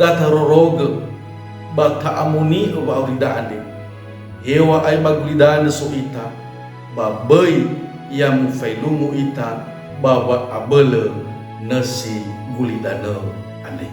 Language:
Nias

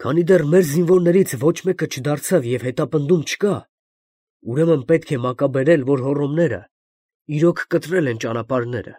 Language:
Armenian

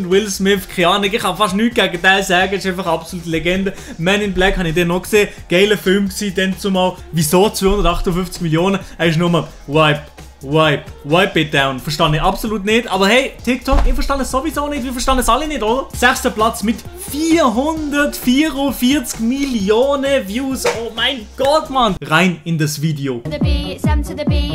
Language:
Swiss German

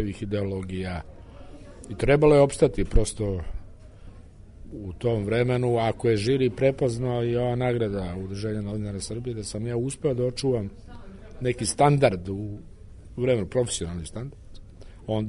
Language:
Serbian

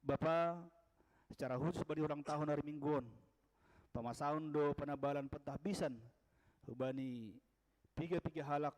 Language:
Batak Simalungun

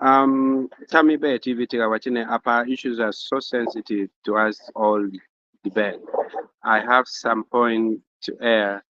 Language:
Acoli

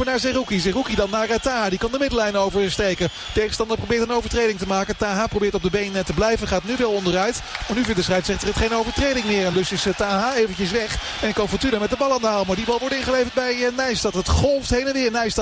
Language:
Dutch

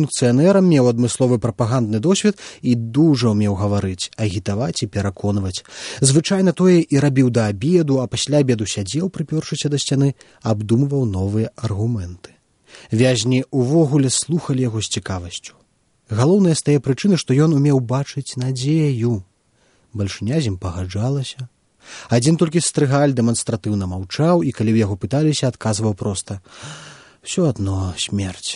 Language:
Belarusian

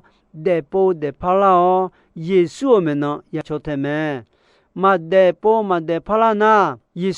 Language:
Akha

